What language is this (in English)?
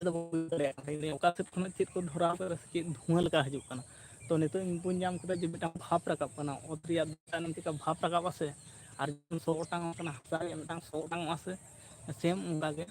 Santali